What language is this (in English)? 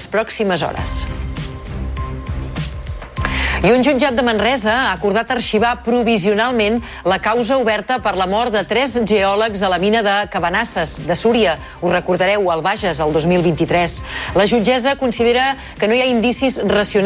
Catalan